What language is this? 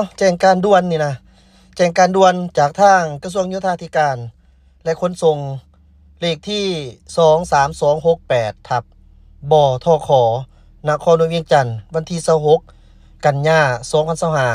Lao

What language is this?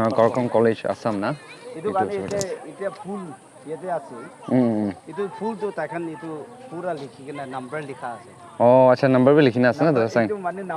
Naga Pidgin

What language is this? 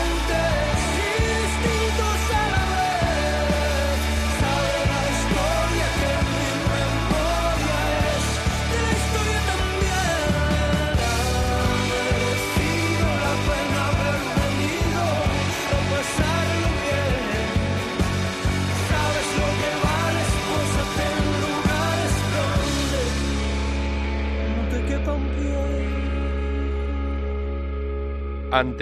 Spanish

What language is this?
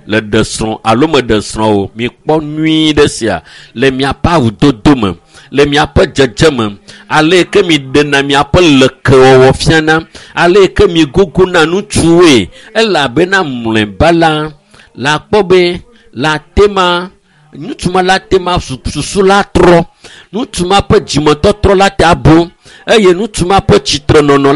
Ewe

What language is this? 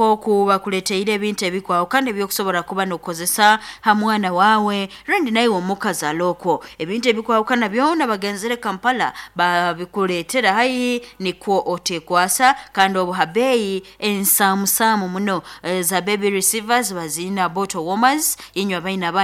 Nyoro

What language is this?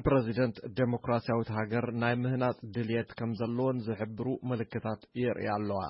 Tigrinya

